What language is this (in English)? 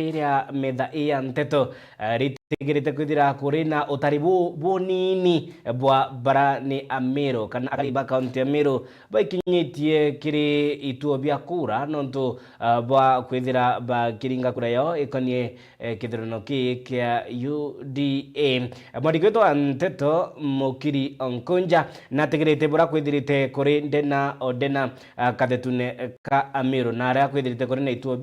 Meru